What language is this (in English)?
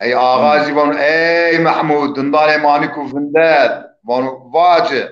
Zaza